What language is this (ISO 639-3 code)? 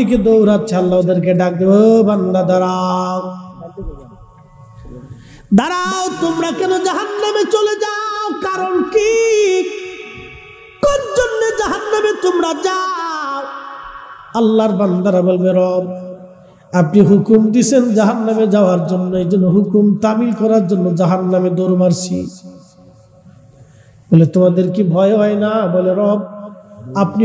ben